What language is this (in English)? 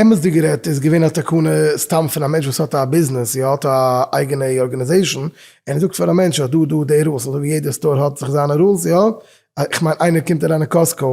Yiddish